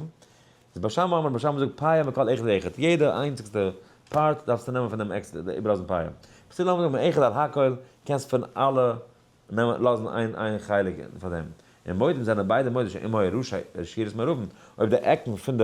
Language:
Yiddish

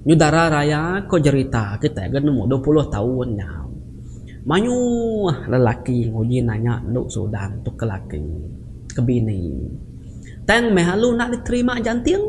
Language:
Iban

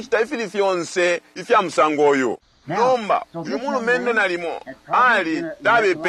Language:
Bemba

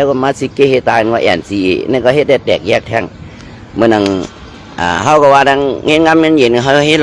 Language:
Shan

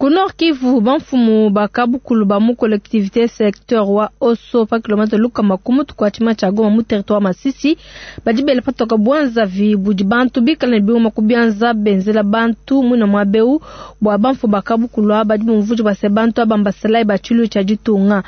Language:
Luba-Lulua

